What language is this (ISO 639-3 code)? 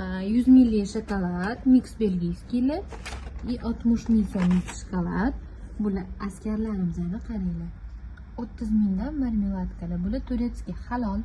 uzb